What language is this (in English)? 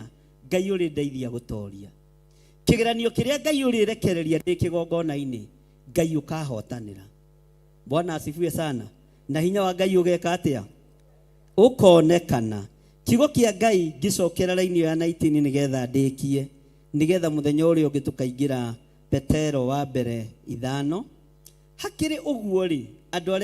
Kikuyu